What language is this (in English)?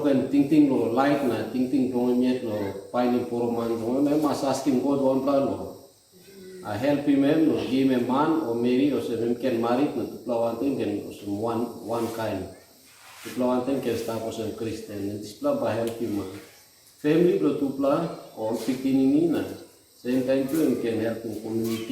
Tok Pisin